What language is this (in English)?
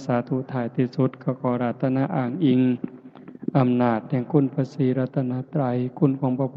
Northeastern Thai